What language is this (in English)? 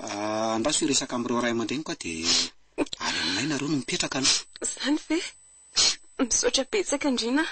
Malagasy